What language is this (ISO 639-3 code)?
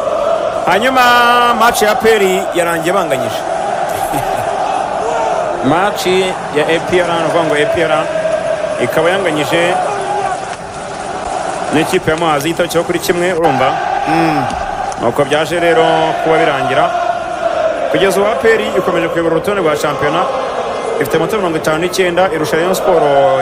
kin